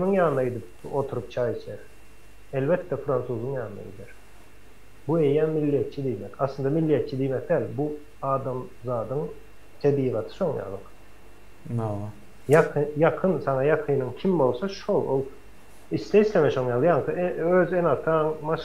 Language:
Turkmen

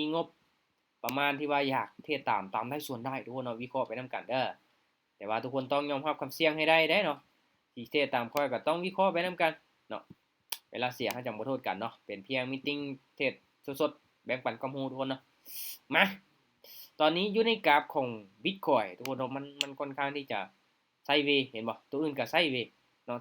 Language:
Lao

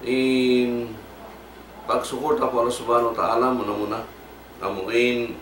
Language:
Tausug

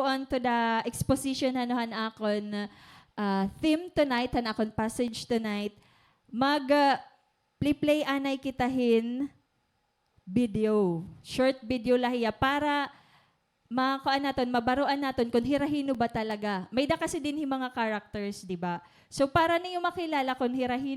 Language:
Waray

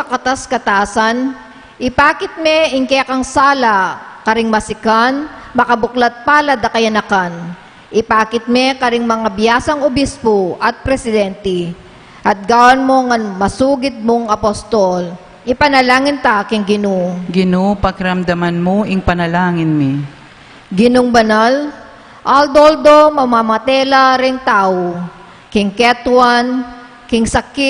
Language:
Pampanga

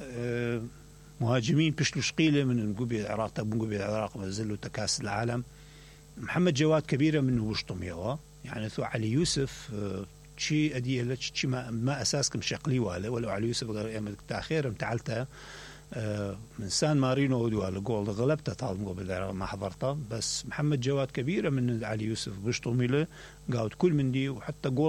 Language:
Mesopotamian Arabic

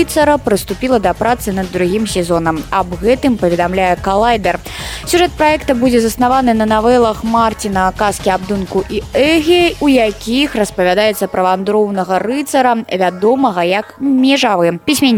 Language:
Belarusian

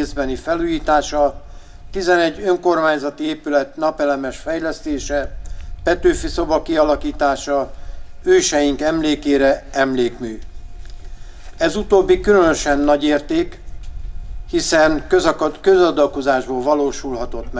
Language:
Hungarian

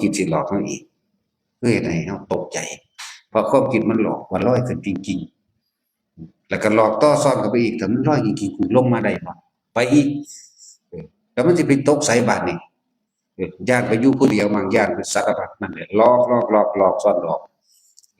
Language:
Northeastern Thai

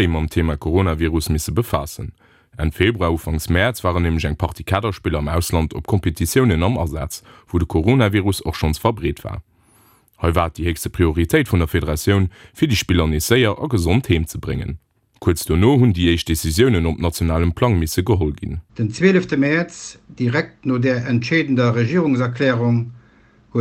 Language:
Luxembourgish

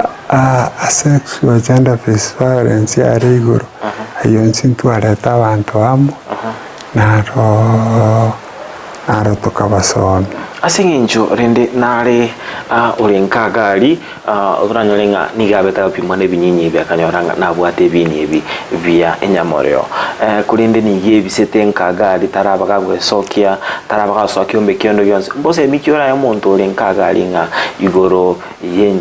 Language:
Gusii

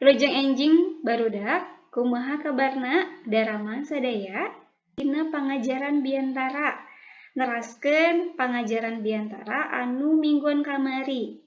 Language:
Sundanese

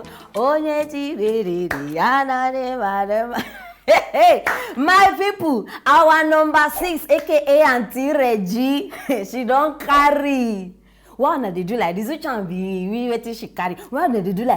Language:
Nigerian Pidgin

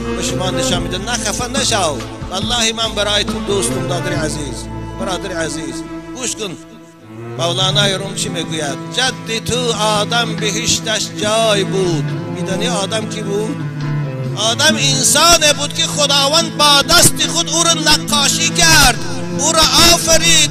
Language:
Tajik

